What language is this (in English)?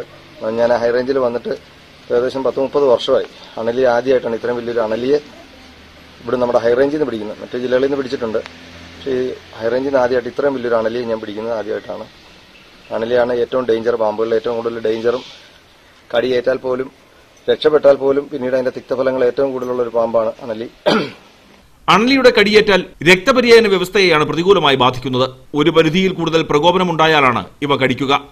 Malayalam